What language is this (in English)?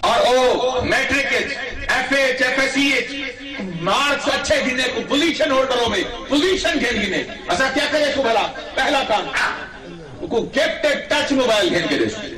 Saraiki